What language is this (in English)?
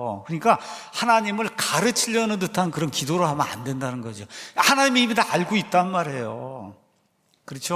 Korean